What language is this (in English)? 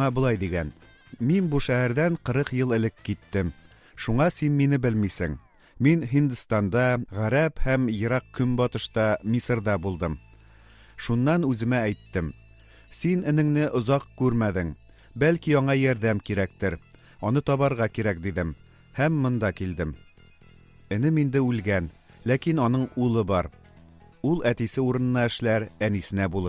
Tatar